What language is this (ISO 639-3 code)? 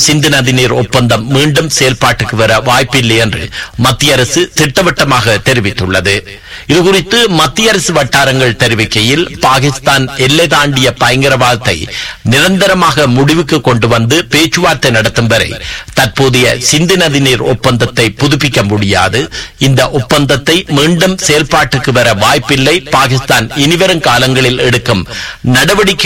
tam